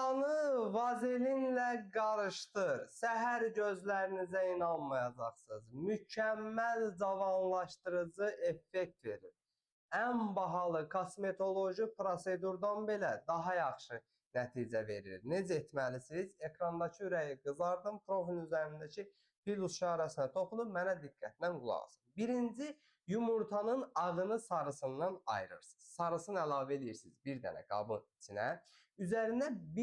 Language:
Azerbaijani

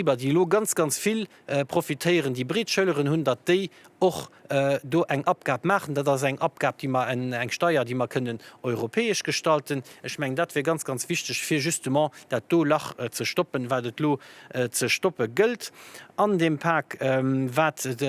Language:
Luxembourgish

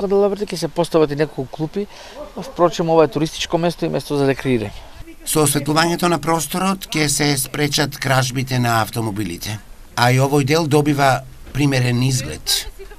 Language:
Macedonian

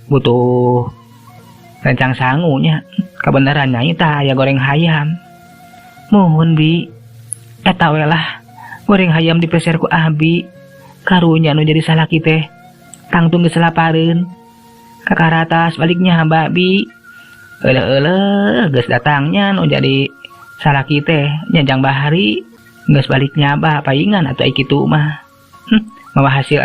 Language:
Sundanese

